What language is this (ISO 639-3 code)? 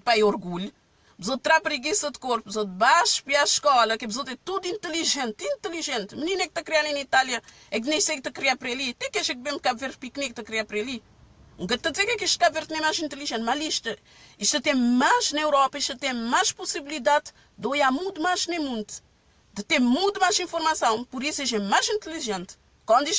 kea